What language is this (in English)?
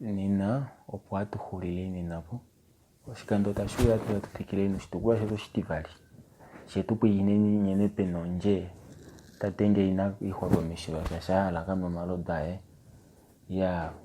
Kuanyama